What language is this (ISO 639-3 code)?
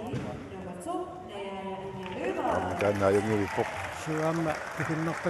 kal